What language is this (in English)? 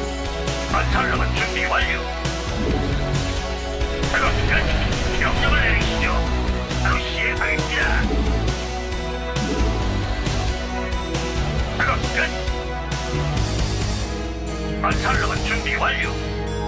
Korean